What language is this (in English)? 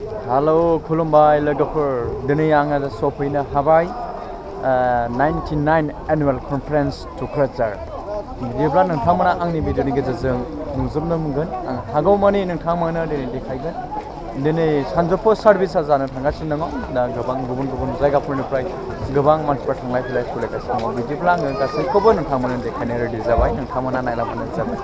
Bodo